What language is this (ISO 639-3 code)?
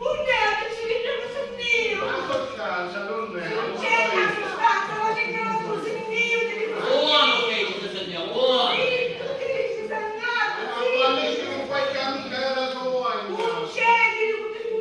scn